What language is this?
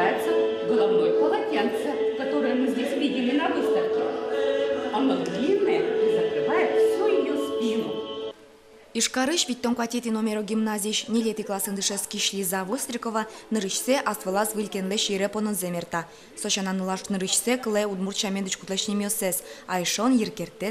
Udmurt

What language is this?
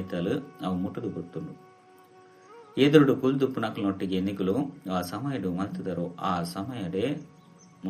Tulu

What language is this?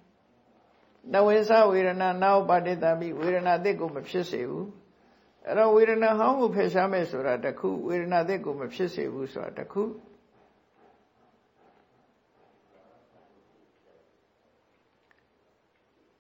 Burmese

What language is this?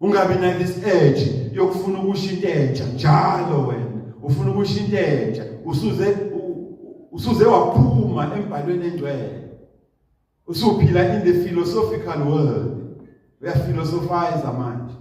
Zulu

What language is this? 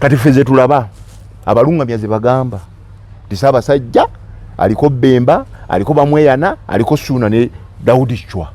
Ganda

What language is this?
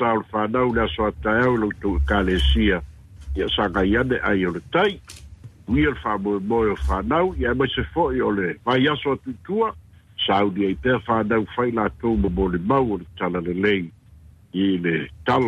Samoan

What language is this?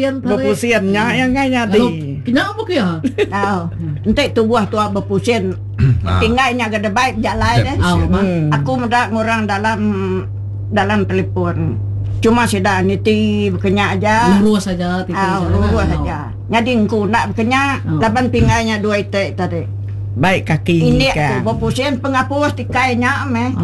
Iban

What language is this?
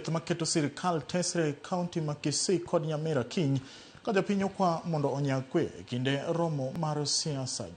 Luo (Kenya and Tanzania)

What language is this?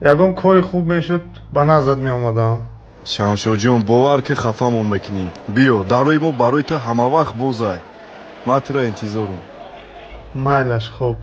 Tajik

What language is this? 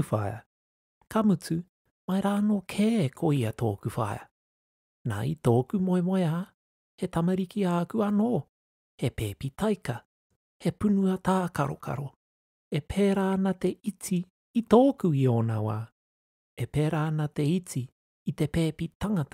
Māori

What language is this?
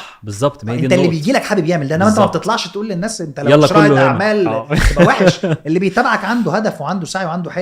Egyptian Arabic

